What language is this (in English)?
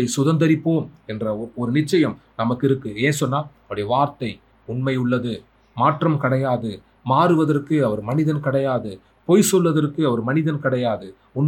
Tamil